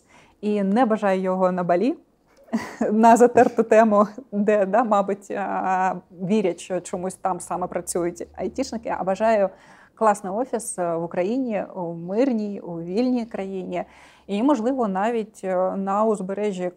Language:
Ukrainian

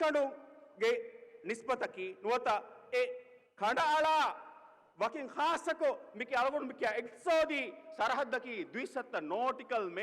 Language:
Divehi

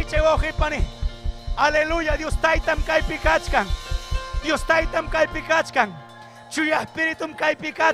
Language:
Ayacucho Quechua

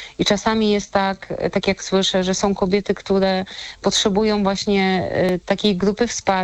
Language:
Polish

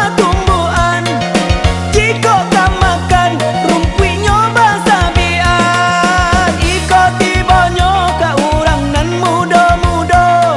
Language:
Minangkabau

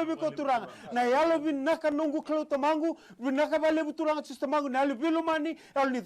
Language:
Fijian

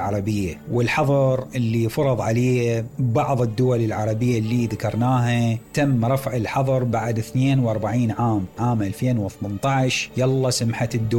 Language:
Mesopotamian Arabic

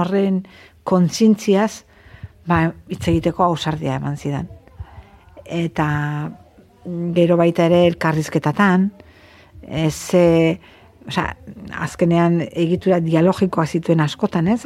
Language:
Basque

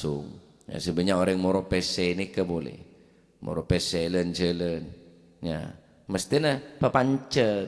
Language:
Madurese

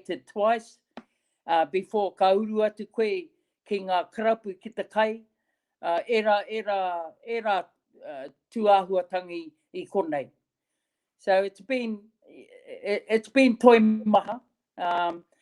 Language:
Māori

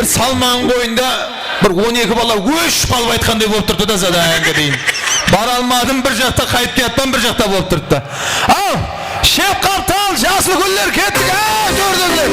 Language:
Kara-Kalpak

